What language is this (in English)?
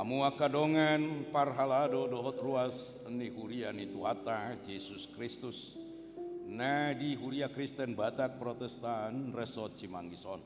Batak Toba